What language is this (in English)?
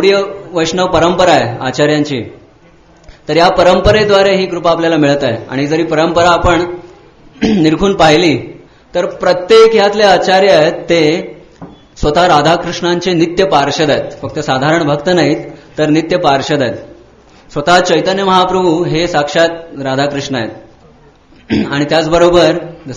Marathi